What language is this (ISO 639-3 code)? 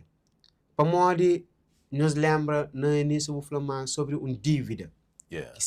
kea